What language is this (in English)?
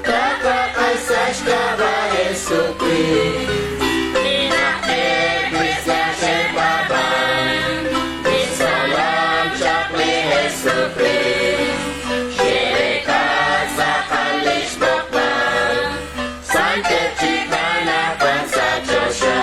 Kekchí